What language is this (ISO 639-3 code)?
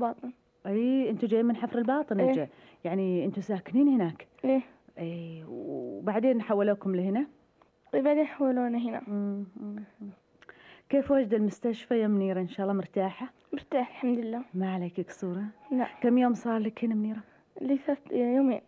ars